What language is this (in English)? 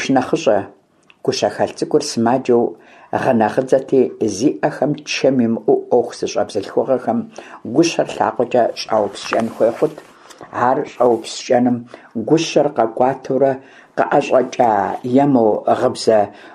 Kabardian